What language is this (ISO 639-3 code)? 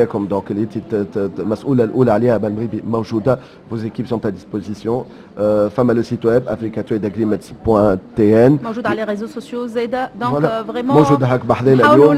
aeb